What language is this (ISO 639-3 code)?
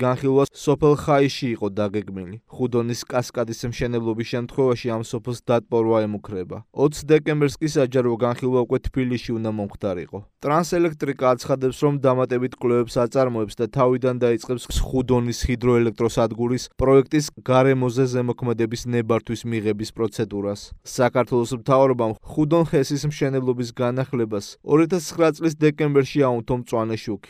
kat